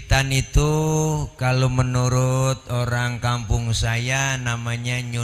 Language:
Betawi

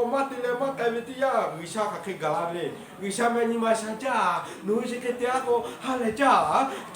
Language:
Lahu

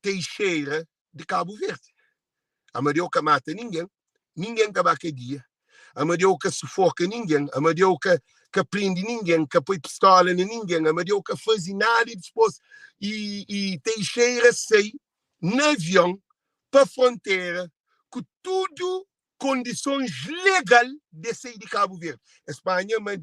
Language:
Kabuverdianu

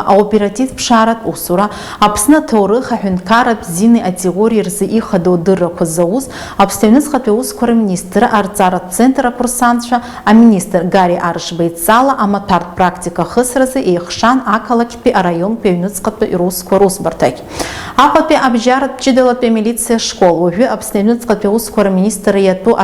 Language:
Abkhazian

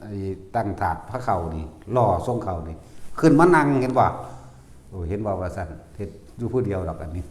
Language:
Northeastern Thai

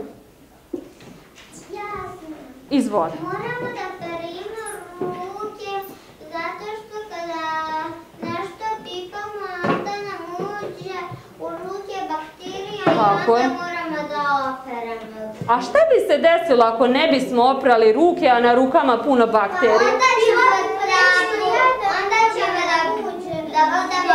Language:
Serbian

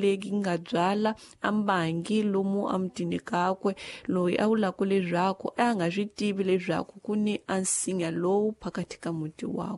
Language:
Tsonga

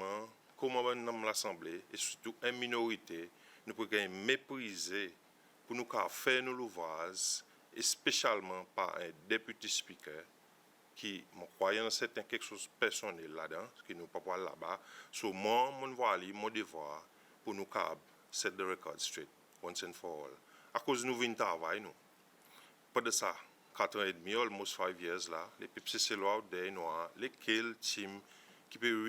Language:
Seselwa Creole French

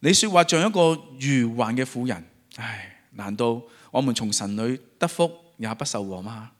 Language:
Cantonese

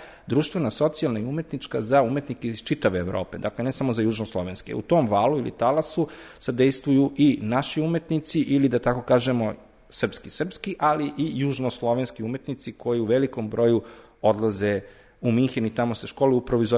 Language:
Serbian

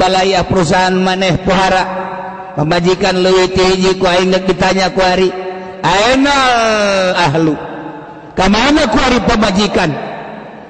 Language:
Sundanese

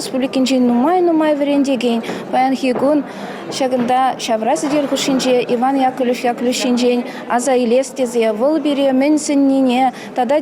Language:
Chuvash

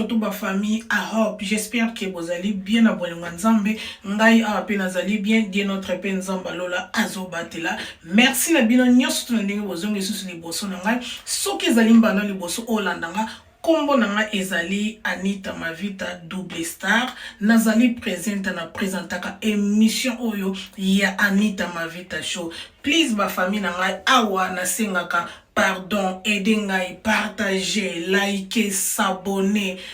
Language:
Lingala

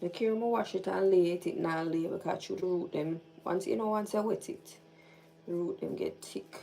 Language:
Jamaican Creole English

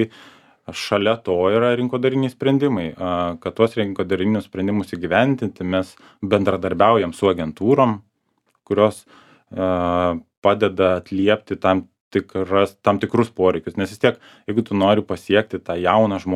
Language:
Lithuanian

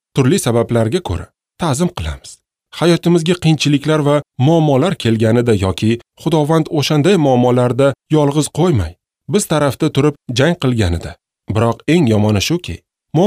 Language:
Uzbek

